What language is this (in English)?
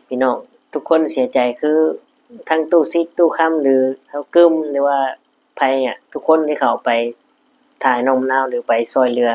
Lao